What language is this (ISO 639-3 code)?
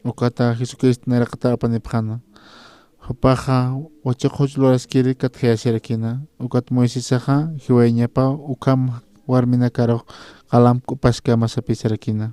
aym